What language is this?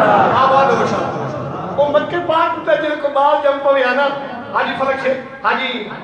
Saraiki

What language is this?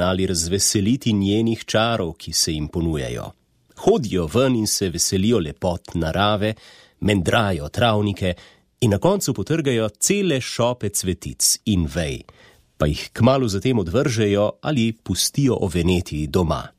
Slovenian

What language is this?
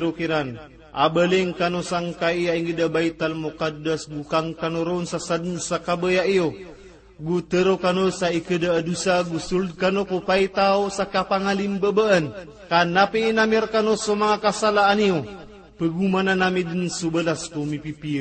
Maranao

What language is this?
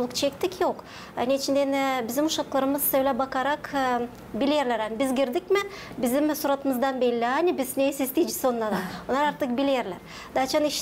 Gagauz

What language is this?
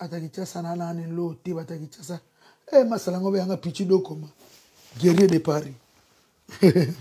Lingala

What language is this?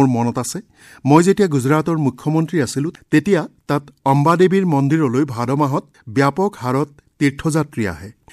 Assamese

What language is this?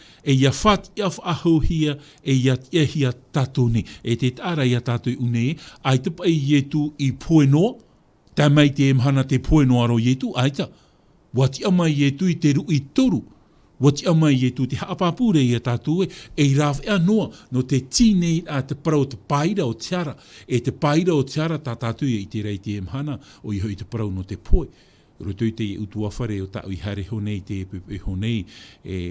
Tahitian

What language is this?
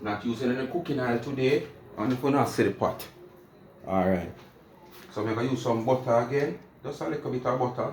Jamaican Creole English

